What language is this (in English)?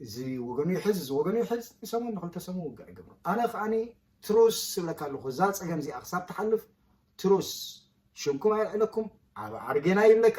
Tigrinya